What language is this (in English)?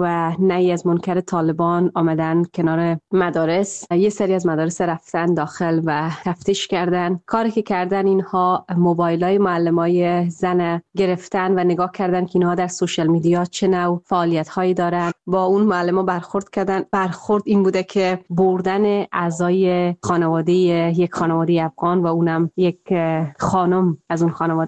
Persian